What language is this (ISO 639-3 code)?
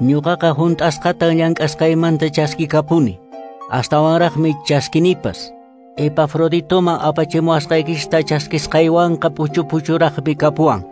que